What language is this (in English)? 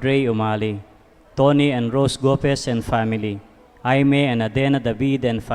Pampanga